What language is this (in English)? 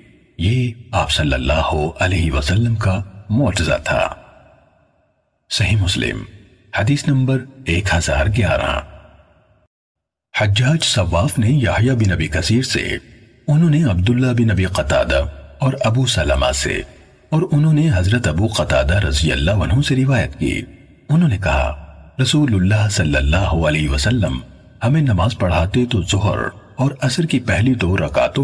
Urdu